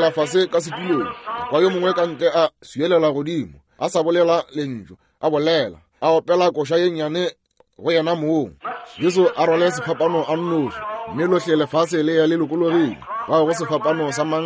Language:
Northern Sotho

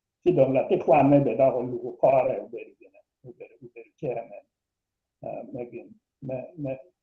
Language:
Acoli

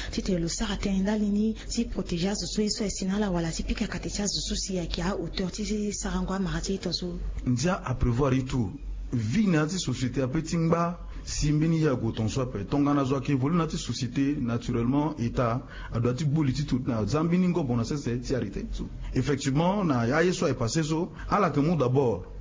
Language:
Sango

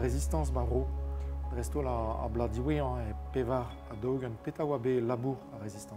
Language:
Breton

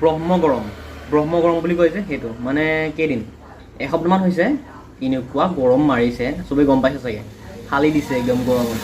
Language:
Assamese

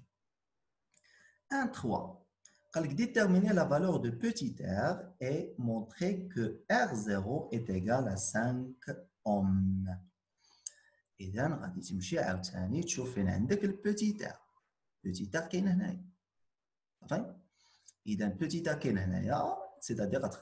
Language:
Moroccan Arabic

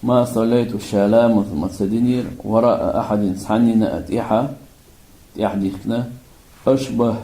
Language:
Chechen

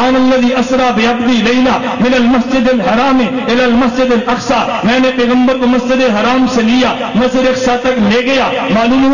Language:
Urdu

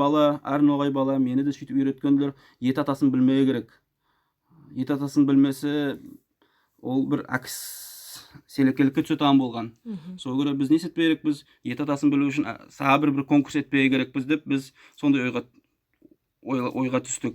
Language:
Nogai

